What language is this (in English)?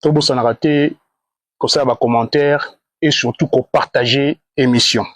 Lingala